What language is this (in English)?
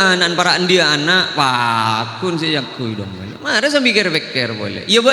Madurese